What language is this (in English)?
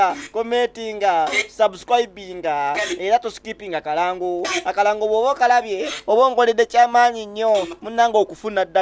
Ganda